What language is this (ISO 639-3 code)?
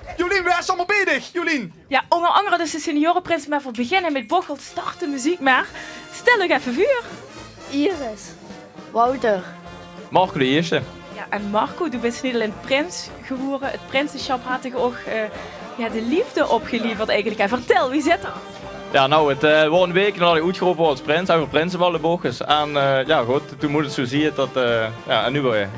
lim